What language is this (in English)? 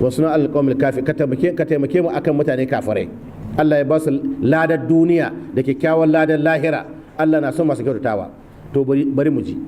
Hausa